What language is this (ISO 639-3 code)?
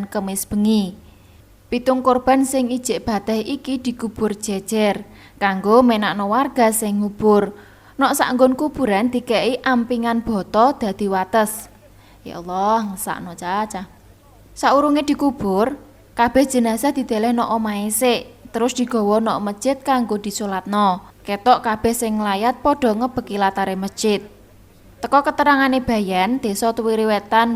jav